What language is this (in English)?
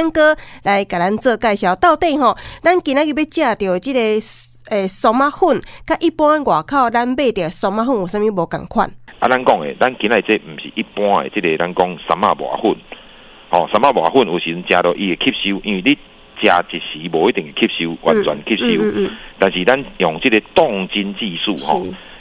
Min Nan Chinese